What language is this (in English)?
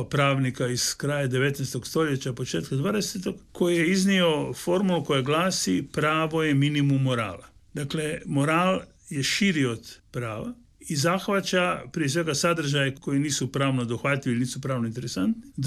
Croatian